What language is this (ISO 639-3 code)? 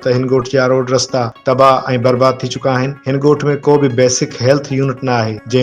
snd